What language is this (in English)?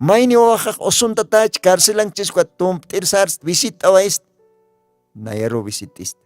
Aymara